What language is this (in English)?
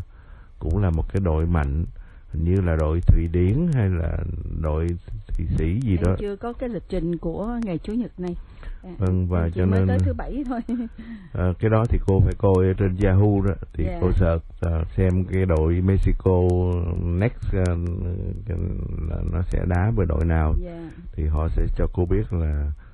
Vietnamese